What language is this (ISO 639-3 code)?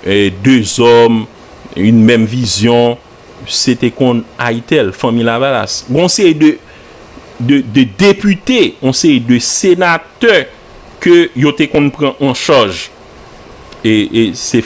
hat